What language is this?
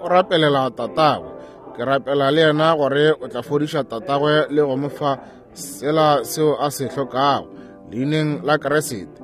Northern Sotho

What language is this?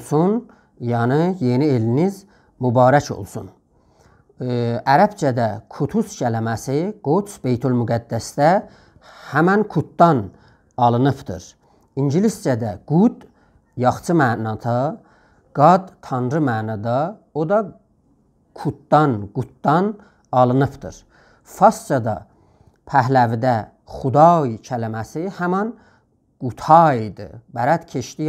South Azerbaijani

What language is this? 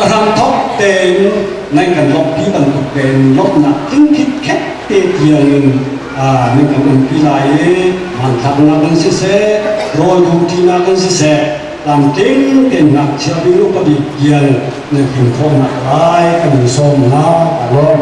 Hakha Chin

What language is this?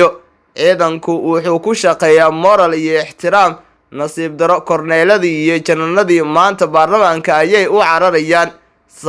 Somali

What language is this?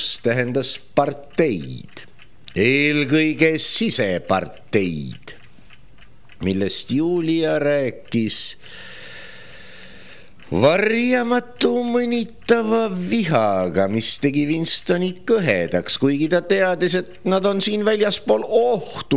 Estonian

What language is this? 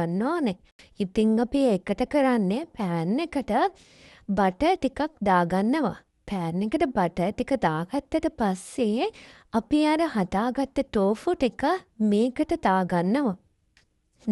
Sinhala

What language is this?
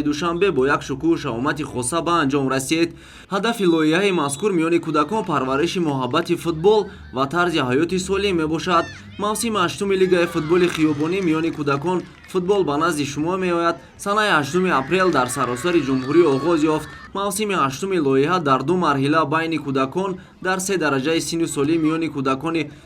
Tajik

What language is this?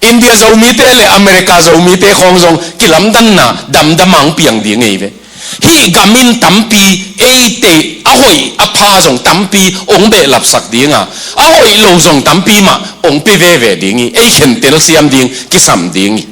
Tedim Chin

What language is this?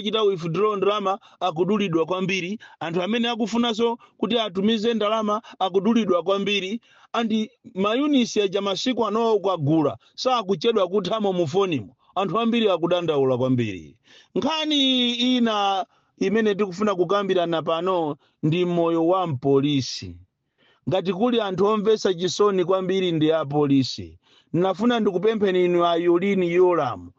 Nyanja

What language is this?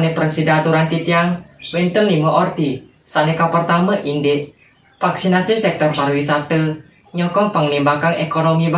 Balinese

